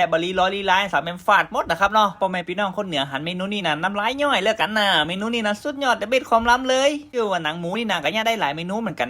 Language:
Northern Thai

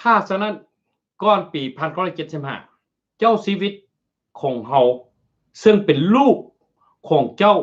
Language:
Lao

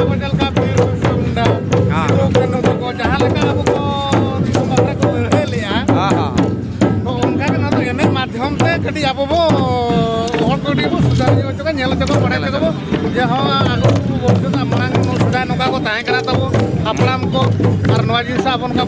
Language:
Santali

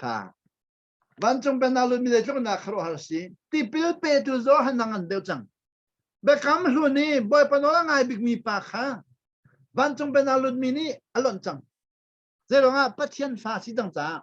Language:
Hakha Chin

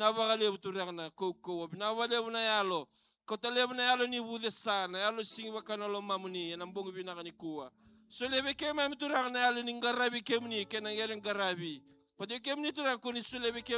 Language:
Fijian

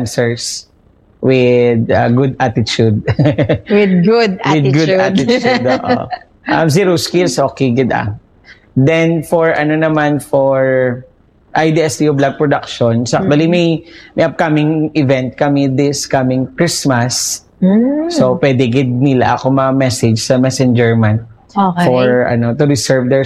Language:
Hiligaynon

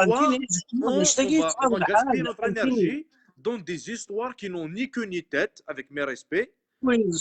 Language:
Kabyle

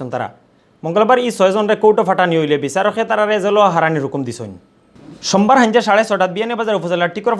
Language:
Sylheti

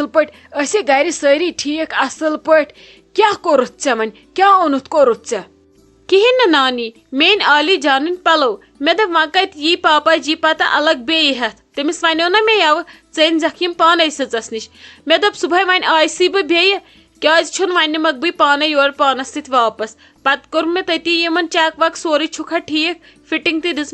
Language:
Kashmiri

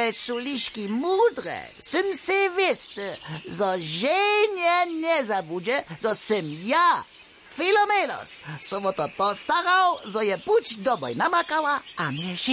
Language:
Upper Sorbian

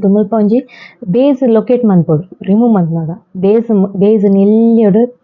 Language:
Tulu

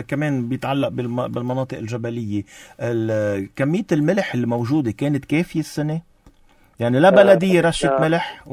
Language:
North Levantine Arabic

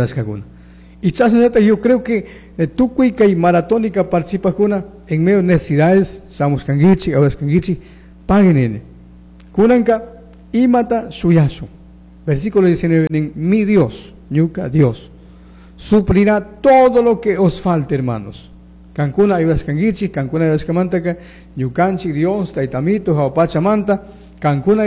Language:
Chimborazo Highland Quichua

